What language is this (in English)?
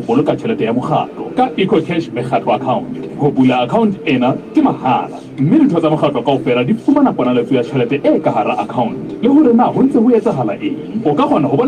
Southern Sotho